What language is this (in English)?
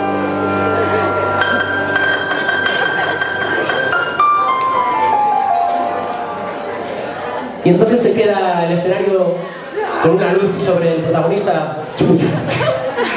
Spanish